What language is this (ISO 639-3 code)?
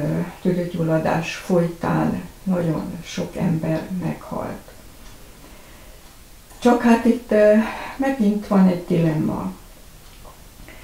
hun